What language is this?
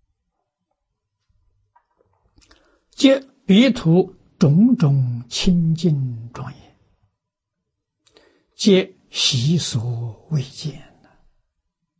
Chinese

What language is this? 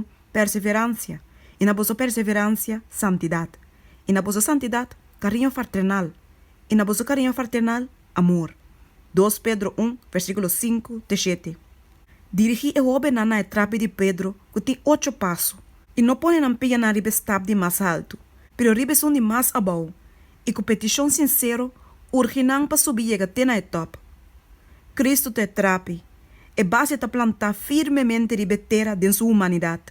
Papiamento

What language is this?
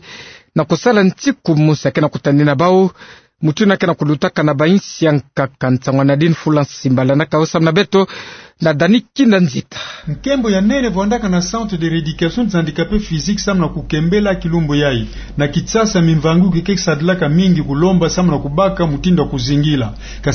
Kituba (Democratic Republic of Congo)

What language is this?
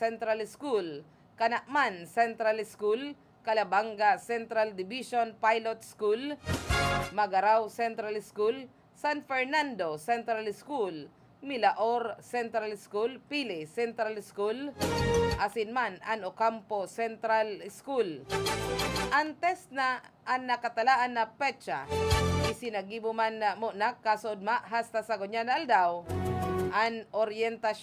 Bikol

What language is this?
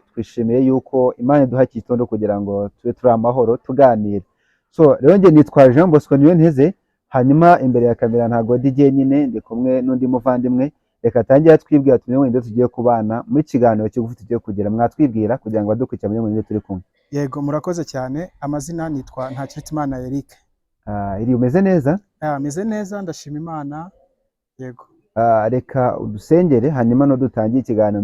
Kinyarwanda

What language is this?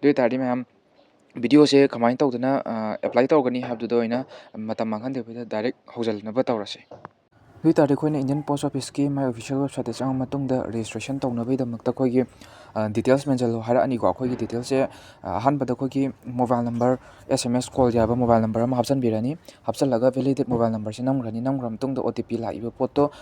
Manipuri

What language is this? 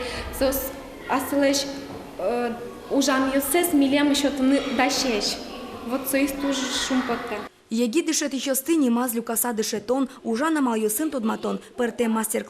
Udmurt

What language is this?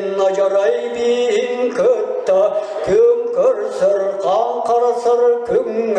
Yakut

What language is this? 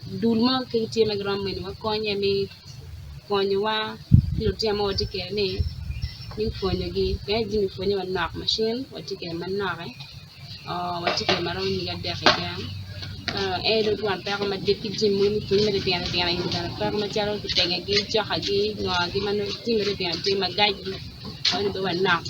Acoli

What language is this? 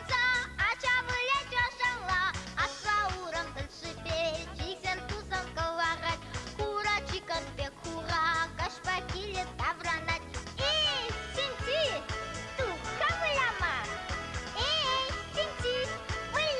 Chuvash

